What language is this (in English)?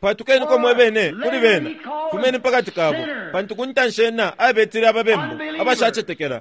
Bemba